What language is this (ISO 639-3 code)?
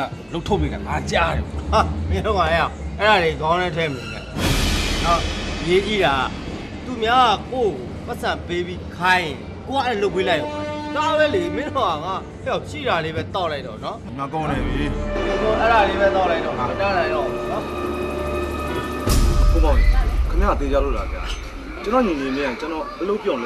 mya